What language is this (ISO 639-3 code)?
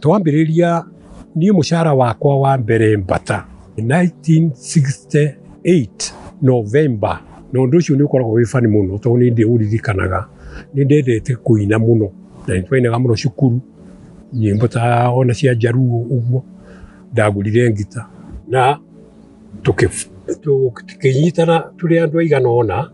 kik